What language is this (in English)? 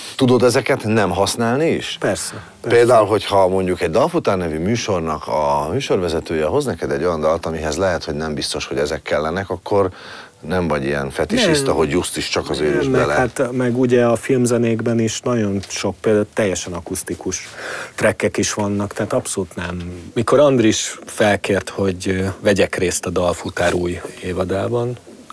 Hungarian